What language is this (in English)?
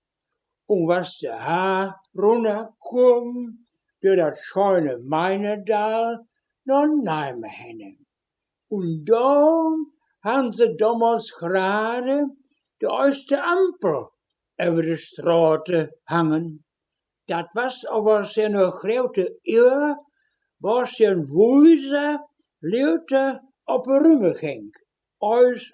Westphalien